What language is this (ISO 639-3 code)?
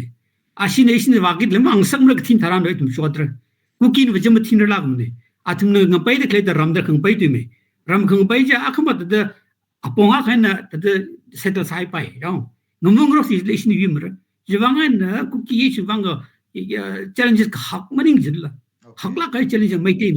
nmf